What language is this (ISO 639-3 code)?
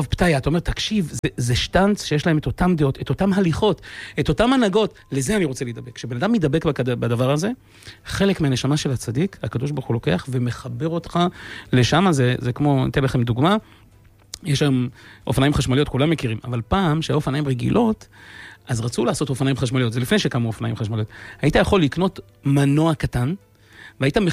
heb